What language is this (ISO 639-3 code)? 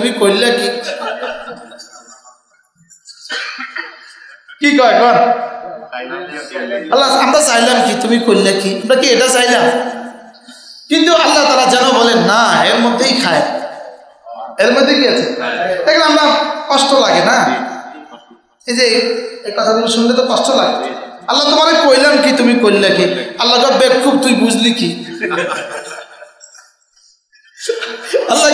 ben